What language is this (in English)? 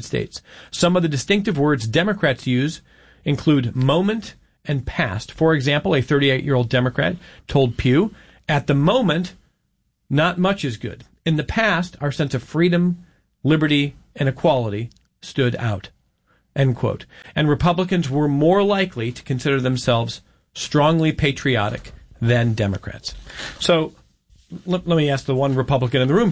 English